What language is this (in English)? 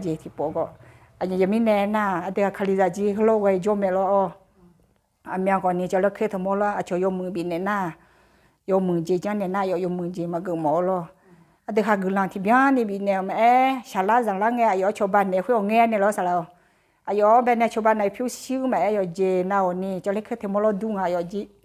Akha